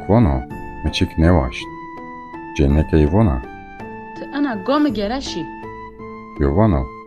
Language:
Zaza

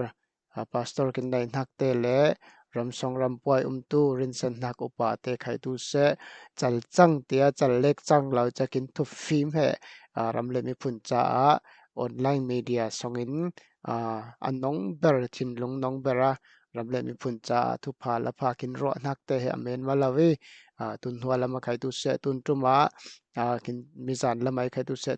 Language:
Falam Chin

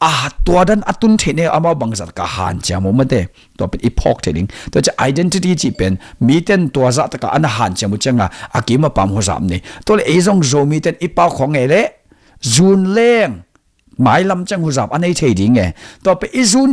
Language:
Tedim Chin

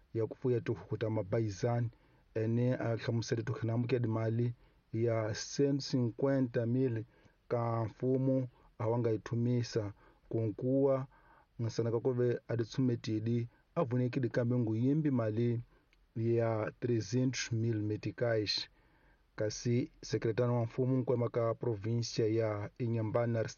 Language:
Tsonga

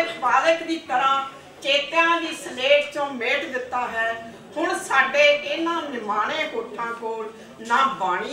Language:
Punjabi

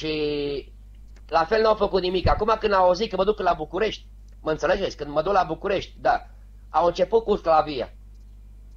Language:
Romanian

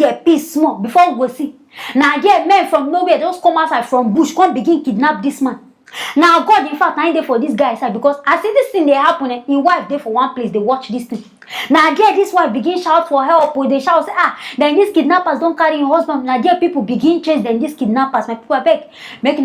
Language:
Nigerian Pidgin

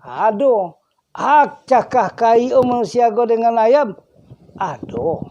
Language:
Minangkabau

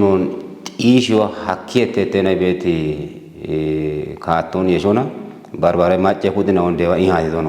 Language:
Kafa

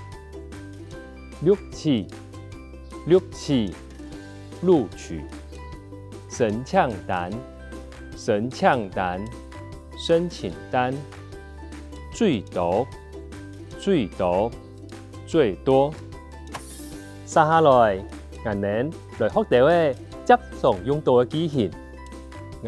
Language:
Hakka Chinese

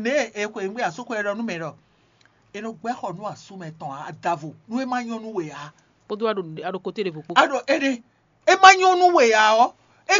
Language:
Fon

